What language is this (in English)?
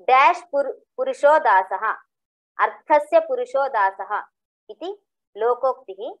Sanskrit